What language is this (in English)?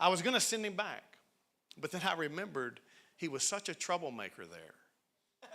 English